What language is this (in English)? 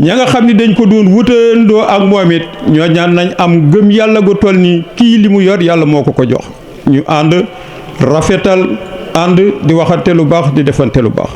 Wolof